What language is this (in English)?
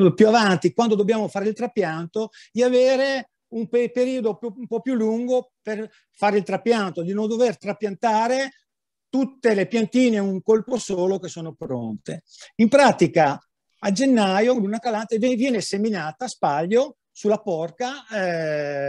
Italian